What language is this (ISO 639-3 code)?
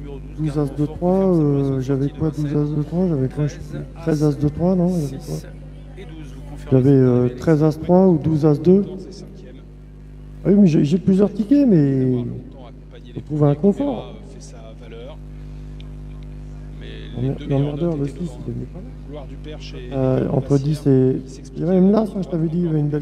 fra